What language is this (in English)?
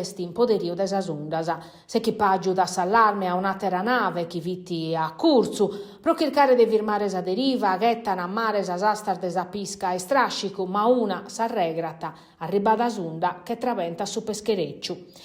Sardinian